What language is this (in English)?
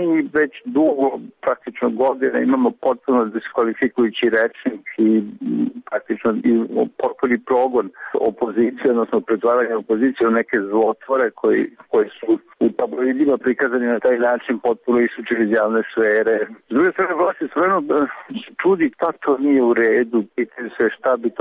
Serbian